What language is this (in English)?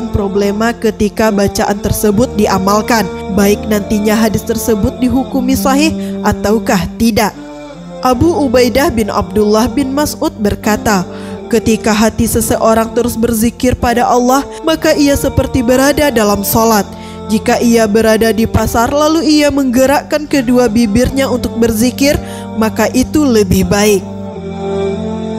Indonesian